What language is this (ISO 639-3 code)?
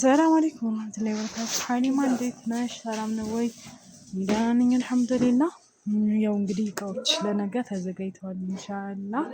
amh